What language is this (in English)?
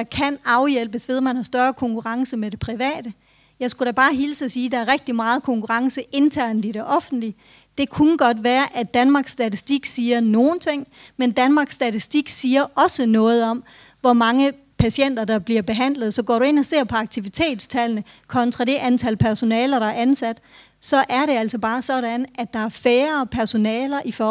Danish